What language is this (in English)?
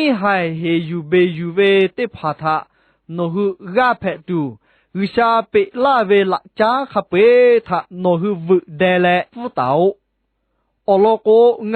Lahu